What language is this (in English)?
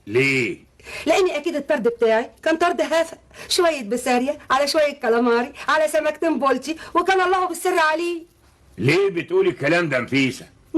Egyptian Arabic